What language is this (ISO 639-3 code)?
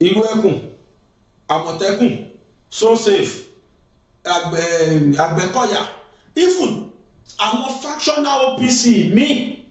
yor